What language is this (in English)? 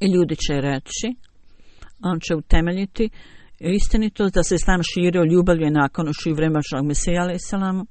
Bosnian